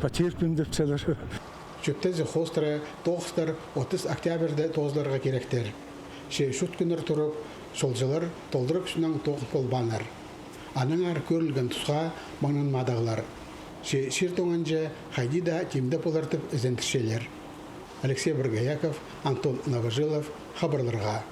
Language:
Khakas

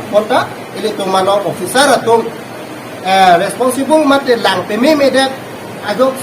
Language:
Karbi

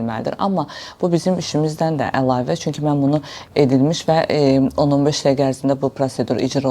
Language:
Azerbaijani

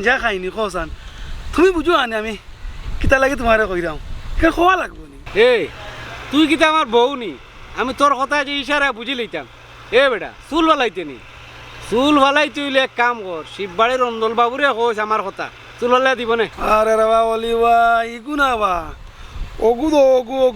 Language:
Sylheti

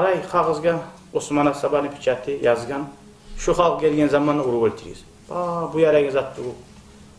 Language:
Kumyk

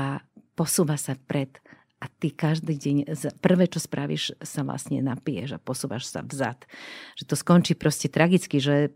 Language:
Slovak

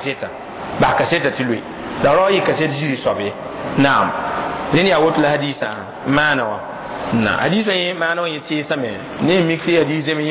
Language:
Mossi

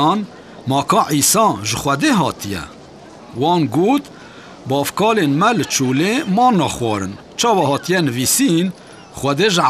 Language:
Kurdish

